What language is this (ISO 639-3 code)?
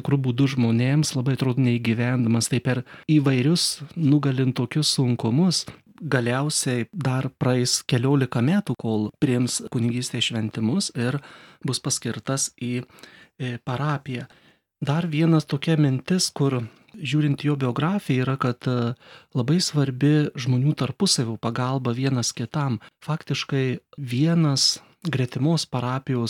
lit